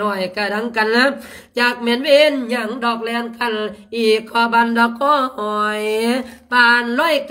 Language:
Lao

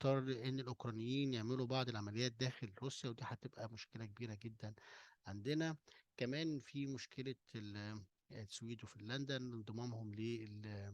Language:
Egyptian Arabic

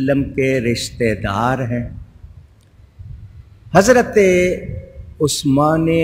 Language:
Urdu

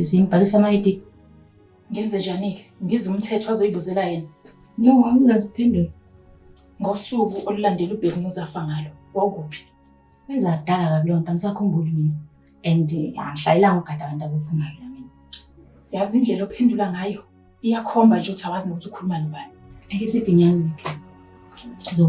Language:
Zulu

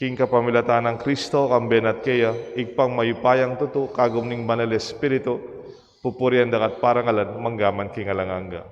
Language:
Pampanga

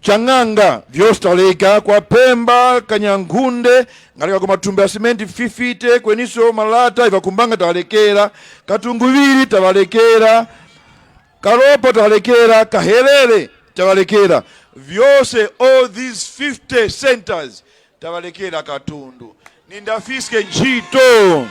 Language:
Tumbuka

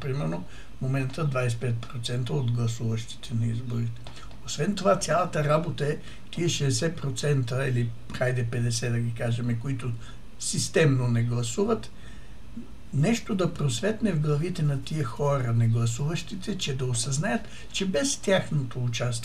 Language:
Bulgarian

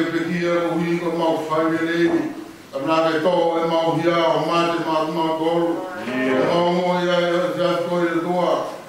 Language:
Tongan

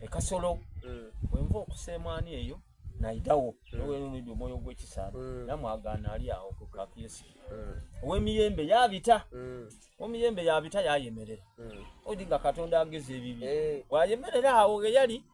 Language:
Soga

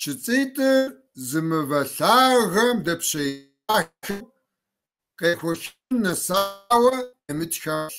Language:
Kabardian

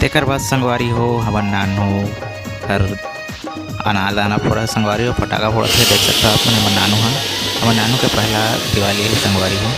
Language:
Chhattisgarhi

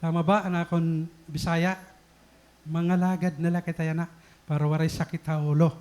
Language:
Waray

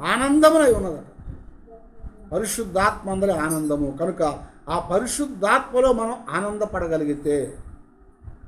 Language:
Telugu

